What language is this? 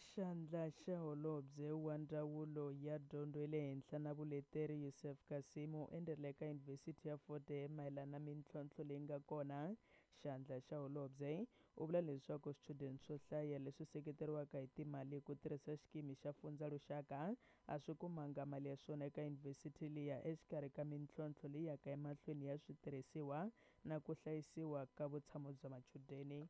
Tsonga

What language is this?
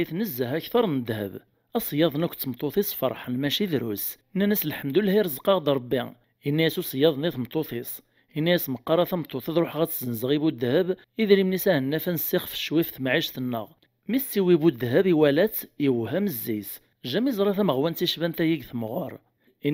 Kabyle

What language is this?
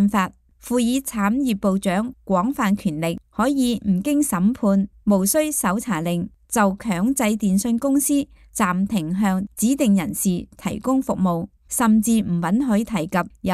Cantonese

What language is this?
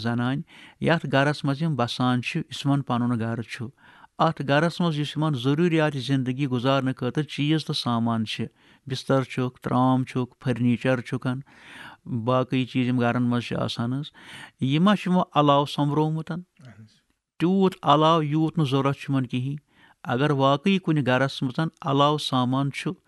Kashmiri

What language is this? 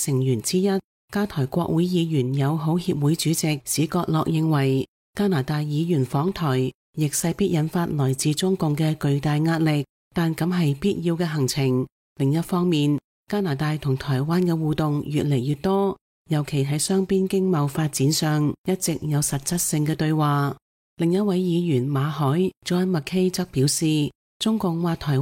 Cantonese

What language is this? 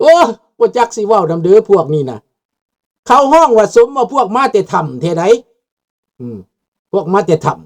Lao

